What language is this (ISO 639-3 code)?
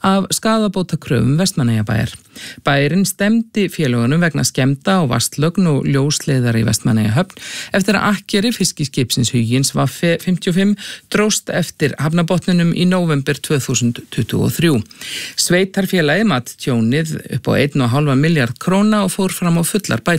isl